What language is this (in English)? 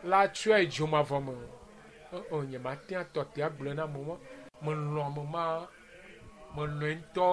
Ewe